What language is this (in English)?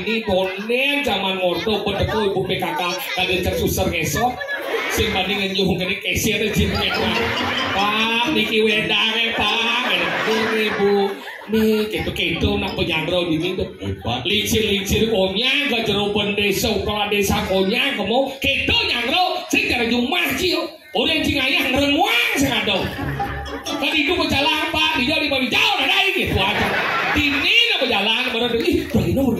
Balinese